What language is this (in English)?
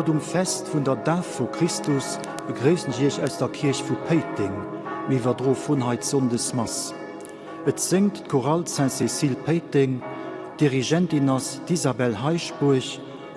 Luxembourgish